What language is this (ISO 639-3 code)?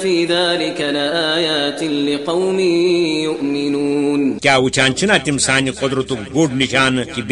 kas